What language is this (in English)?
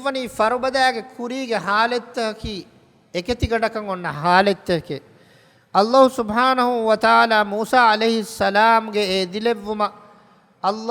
Divehi